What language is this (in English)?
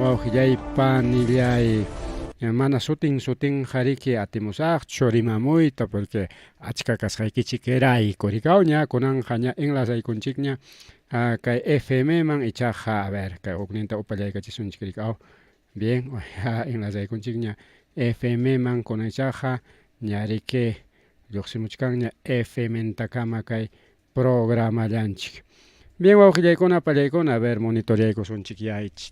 Ayacucho Quechua